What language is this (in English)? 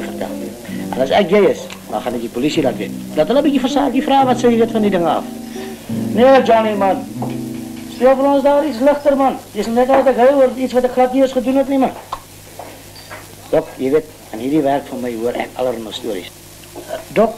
Afrikaans